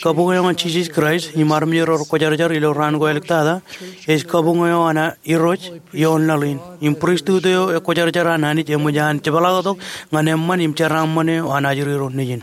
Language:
Marshallese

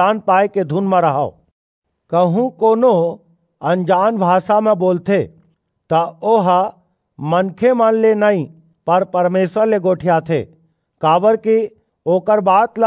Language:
Chhattisgarhi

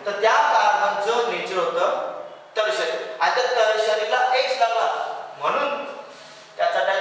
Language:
Marathi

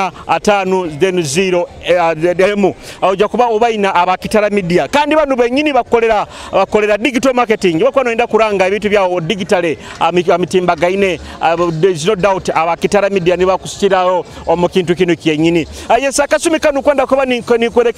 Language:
Nyoro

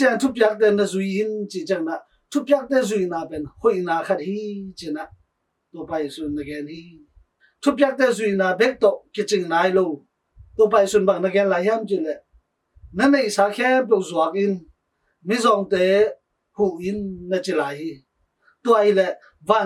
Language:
Tedim Chin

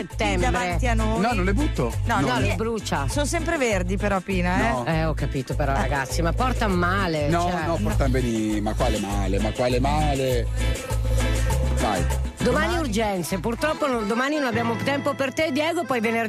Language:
Italian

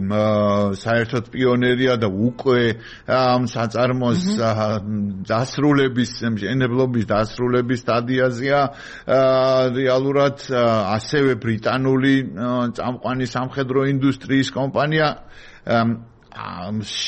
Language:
Georgian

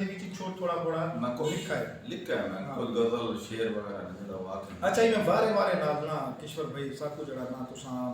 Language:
Saraiki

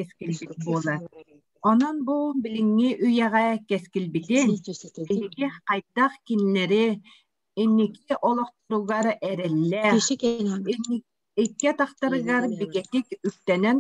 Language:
Yakut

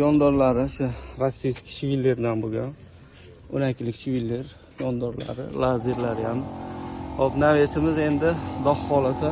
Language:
Uzbek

